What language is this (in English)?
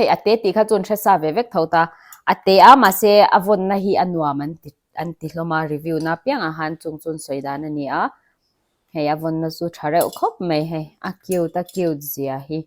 Mizo